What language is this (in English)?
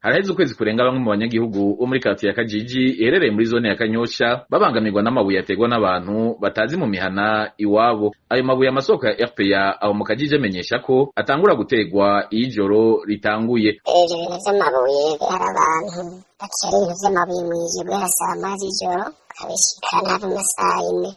Rundi